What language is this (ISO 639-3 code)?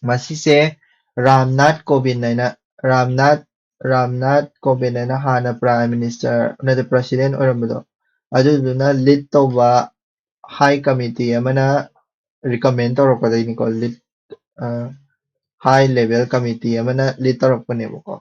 mni